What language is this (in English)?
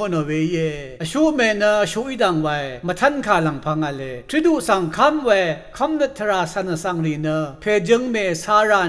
Rawang